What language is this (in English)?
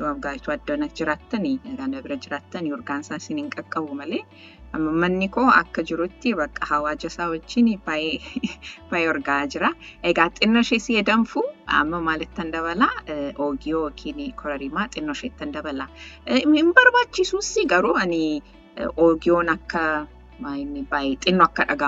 Oromo